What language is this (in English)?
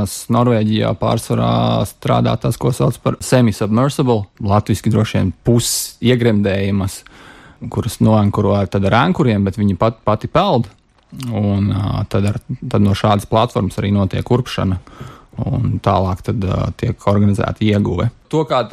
Latvian